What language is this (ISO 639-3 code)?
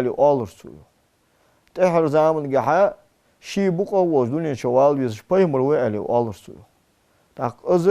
inh